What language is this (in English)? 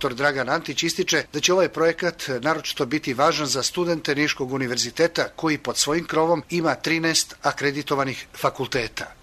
Serbian